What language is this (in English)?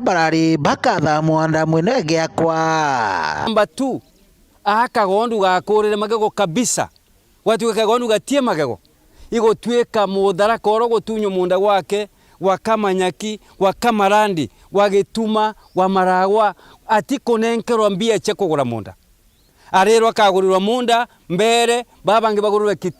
Meru